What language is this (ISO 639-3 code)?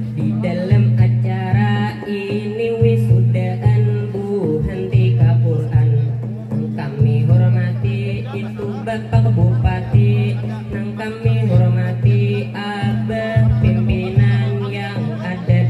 bjn